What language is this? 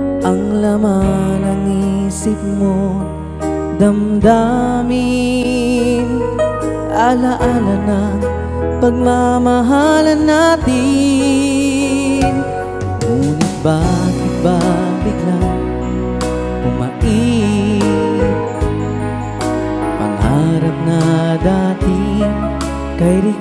Filipino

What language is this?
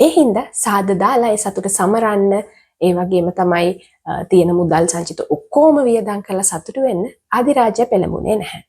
Sinhala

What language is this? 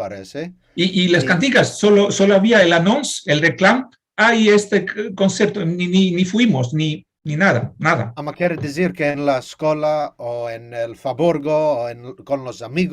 Ladino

